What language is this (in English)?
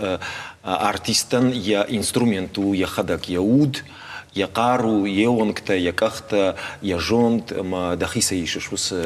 Ossetic